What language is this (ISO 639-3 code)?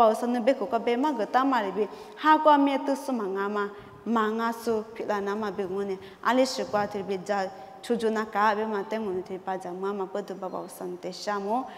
lis